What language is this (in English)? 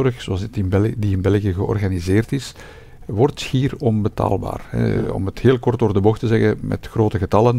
Dutch